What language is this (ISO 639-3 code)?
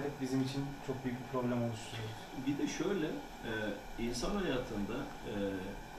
tur